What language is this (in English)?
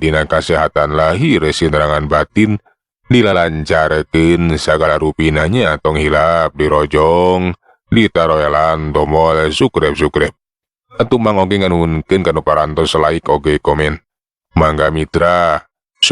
Sundanese